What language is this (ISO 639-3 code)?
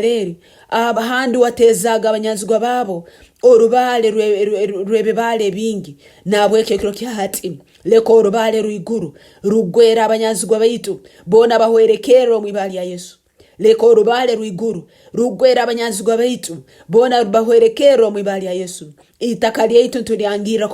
nyo